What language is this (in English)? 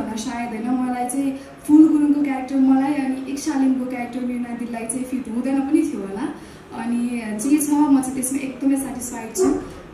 Nepali